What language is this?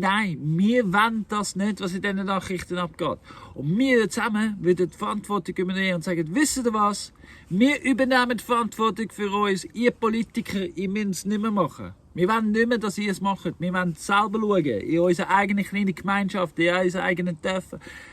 Swiss German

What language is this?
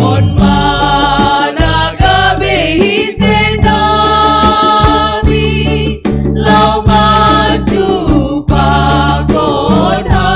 Batak Simalungun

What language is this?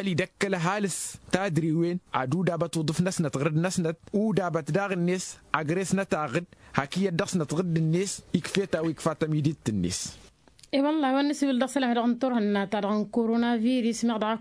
Tamasheq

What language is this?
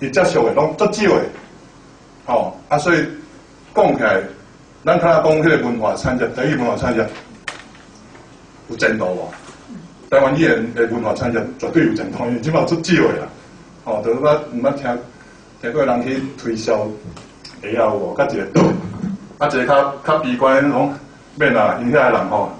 Min Nan Chinese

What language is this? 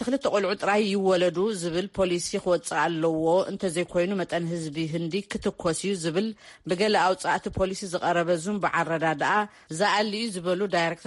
Tigrinya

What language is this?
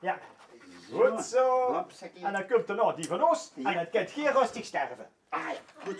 Limburgish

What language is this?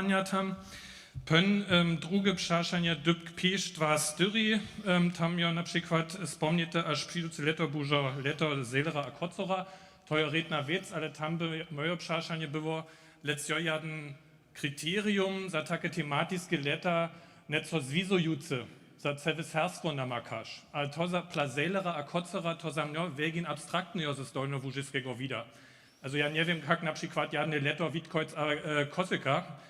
Upper Sorbian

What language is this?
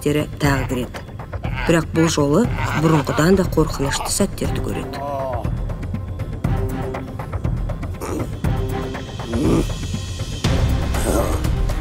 Kazakh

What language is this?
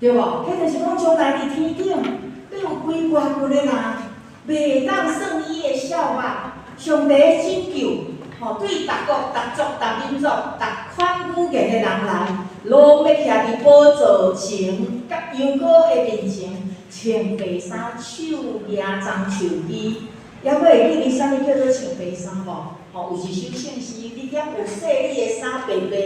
Min Nan Chinese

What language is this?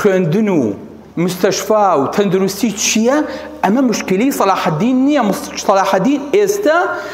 Central Kurdish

